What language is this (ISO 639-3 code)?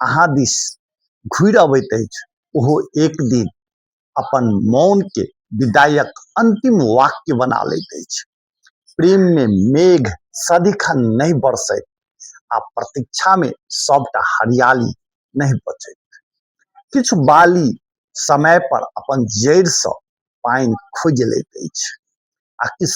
mai